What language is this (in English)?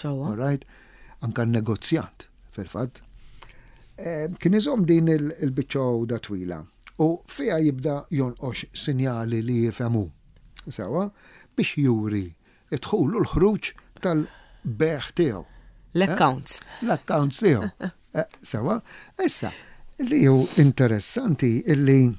Maltese